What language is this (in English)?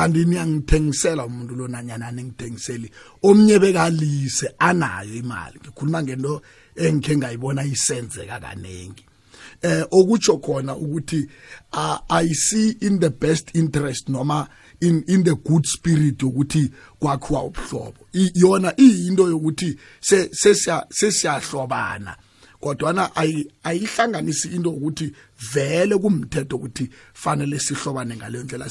South Ndebele